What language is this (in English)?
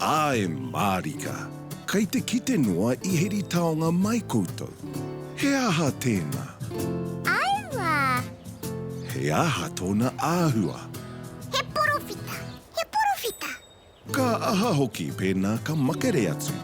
Māori